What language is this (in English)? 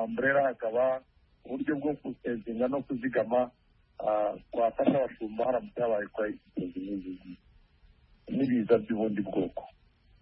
Kinyarwanda